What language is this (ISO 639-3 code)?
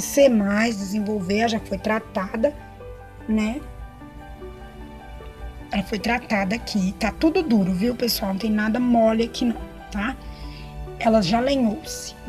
por